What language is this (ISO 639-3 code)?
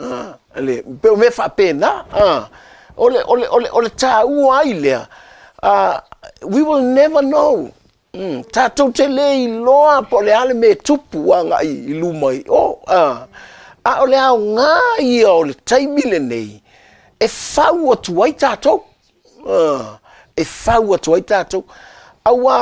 smo